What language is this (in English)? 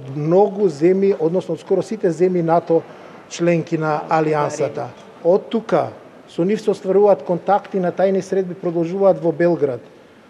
Macedonian